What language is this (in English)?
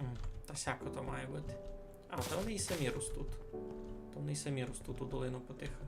Rusyn